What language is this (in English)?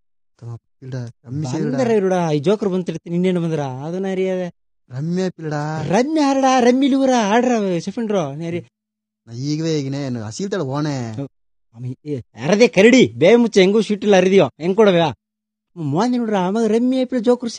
Kannada